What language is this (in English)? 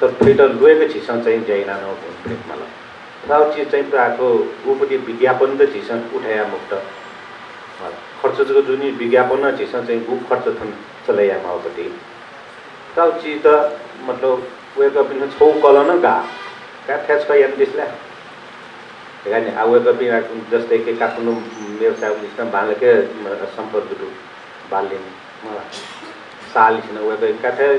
Newari